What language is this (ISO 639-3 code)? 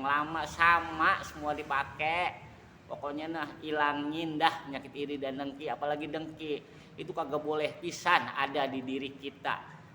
bew